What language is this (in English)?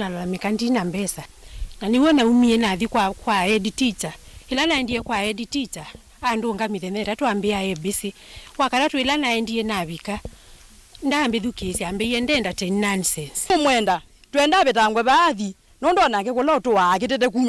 Kamba